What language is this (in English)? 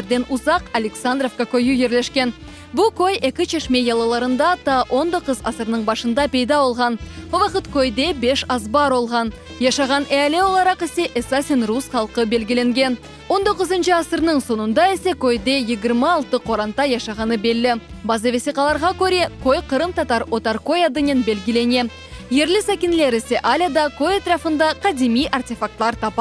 Crimean Tatar